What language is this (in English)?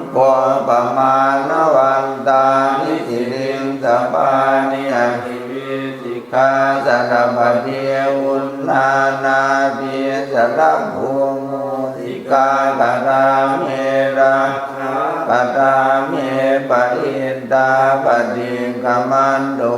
Pali